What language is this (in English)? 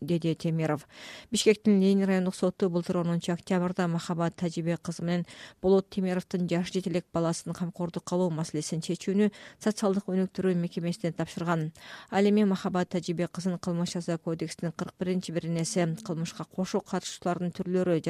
Kyrgyz